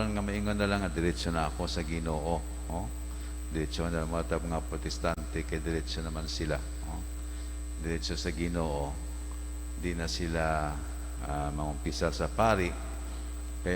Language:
Cebuano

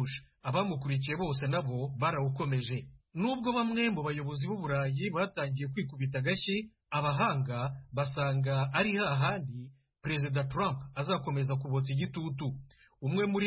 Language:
Kinyarwanda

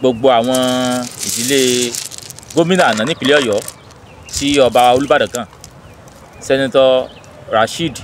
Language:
Yoruba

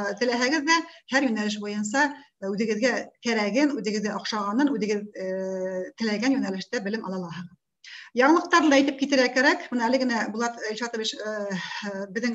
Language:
Bashkir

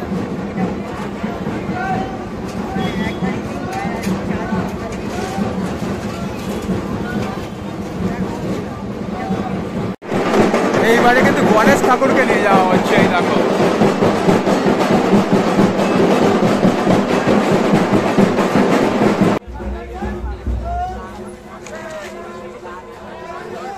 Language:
Bangla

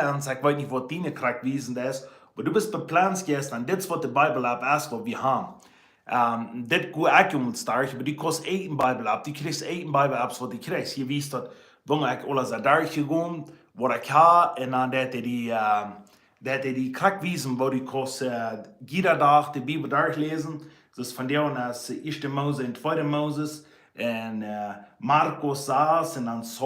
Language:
Plautdietsch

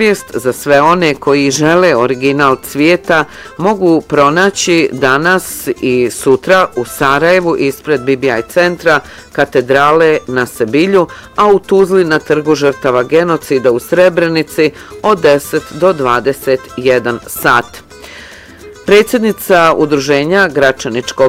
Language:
Bosnian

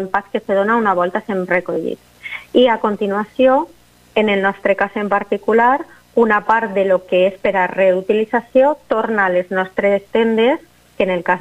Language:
Catalan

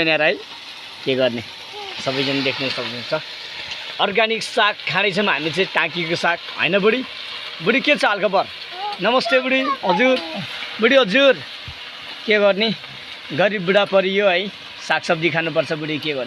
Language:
Nepali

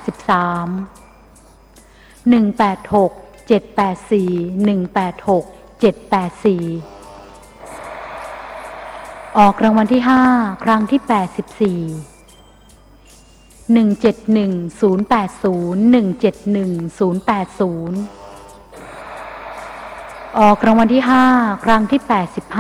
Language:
Thai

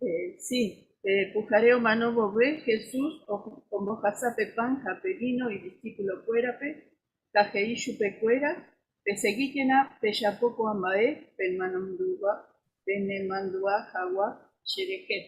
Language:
Guarani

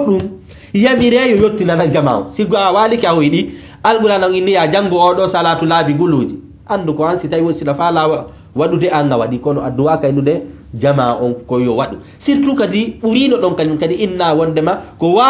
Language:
Fula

